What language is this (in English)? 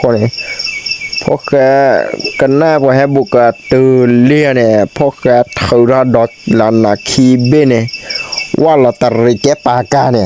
S'gaw Karen